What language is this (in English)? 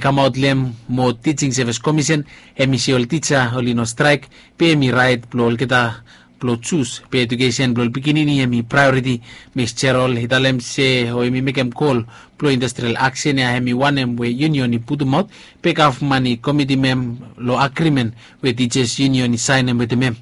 Bislama